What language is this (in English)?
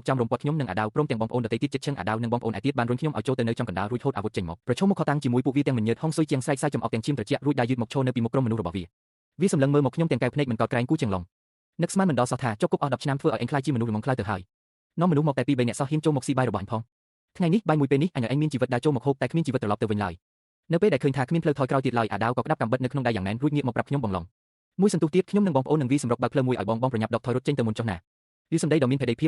Khmer